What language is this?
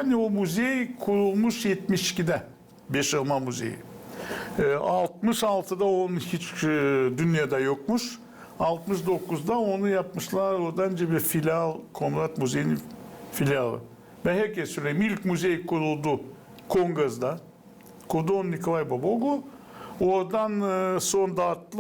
Gagauz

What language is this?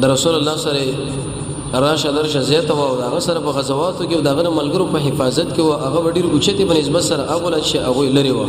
Pashto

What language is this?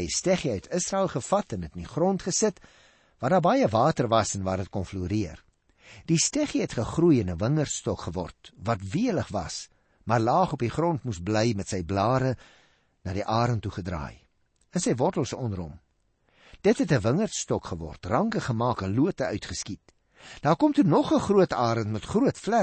Afrikaans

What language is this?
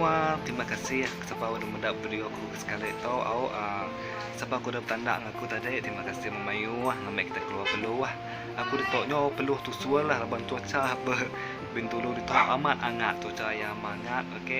Iban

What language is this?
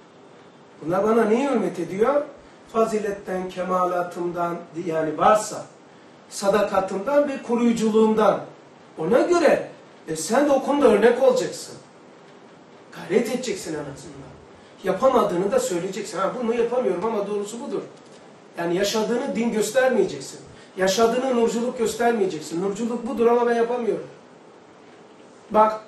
Turkish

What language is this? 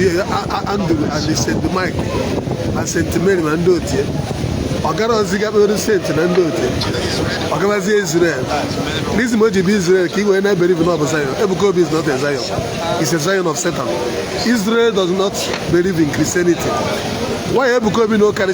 Igbo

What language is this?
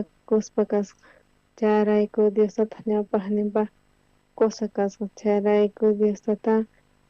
South Bolivian Quechua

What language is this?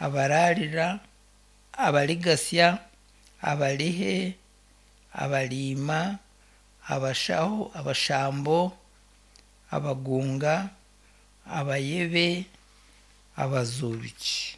Nyankole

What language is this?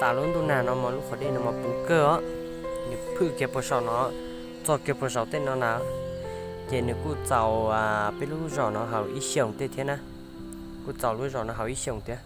Hmong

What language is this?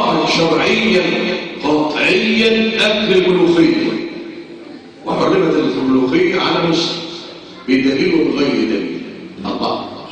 Egyptian Arabic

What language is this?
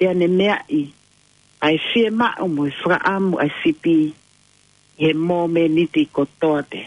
Tongan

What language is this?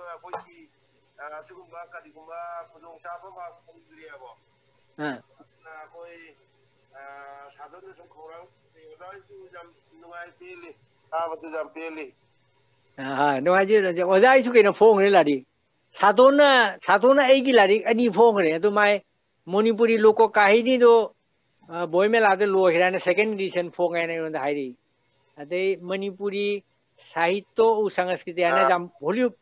Manipuri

